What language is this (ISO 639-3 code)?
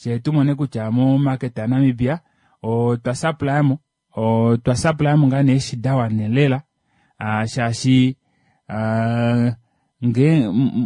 kua